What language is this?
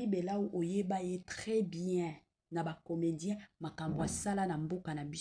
Lingala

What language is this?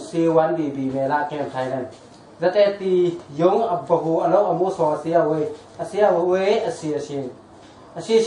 Tedim Chin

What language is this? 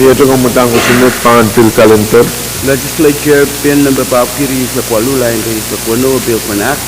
Pohnpeian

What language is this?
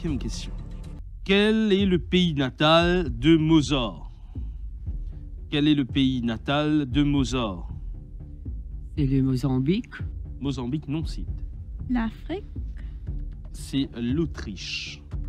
French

